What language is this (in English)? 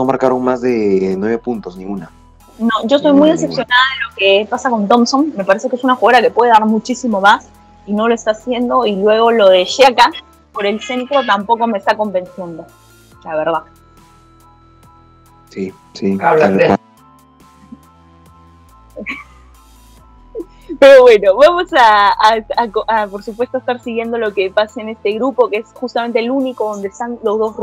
Spanish